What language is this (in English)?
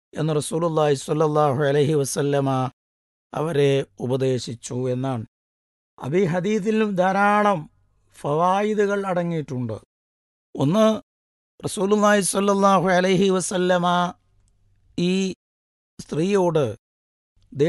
Malayalam